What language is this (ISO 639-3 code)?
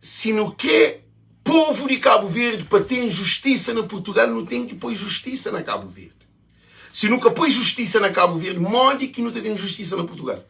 kea